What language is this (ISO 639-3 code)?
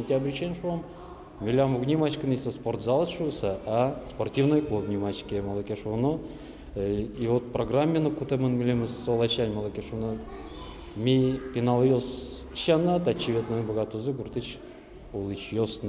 udm